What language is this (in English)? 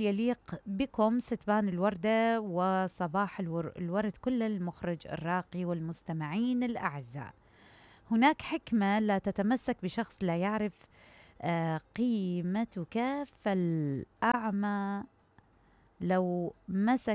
Mesopotamian Arabic